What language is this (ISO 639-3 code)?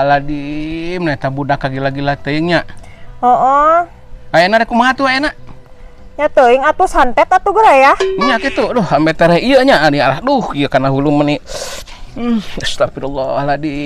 sun